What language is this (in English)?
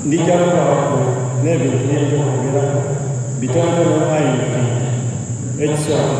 Soga